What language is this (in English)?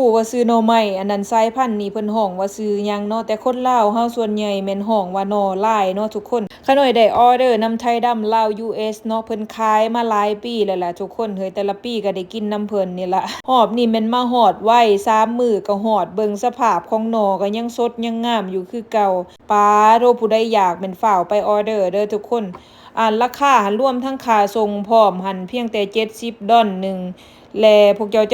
Lao